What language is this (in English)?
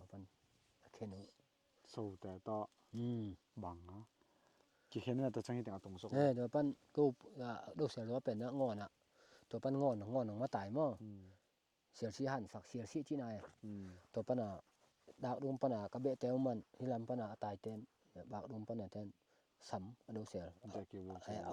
Tedim Chin